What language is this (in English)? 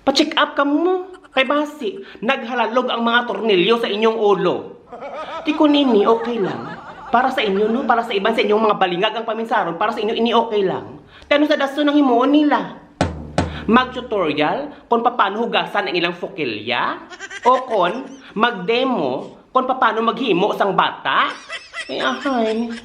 Hiligaynon